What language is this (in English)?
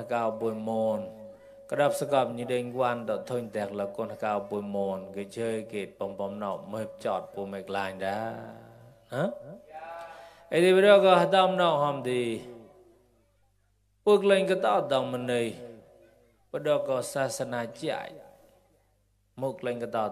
Mon